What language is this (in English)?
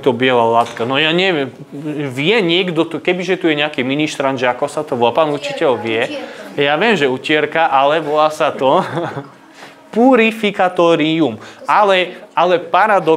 Slovak